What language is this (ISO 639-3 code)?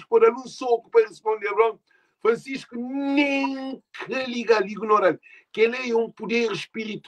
kea